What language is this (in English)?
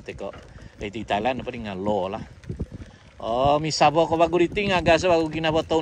Central Dusun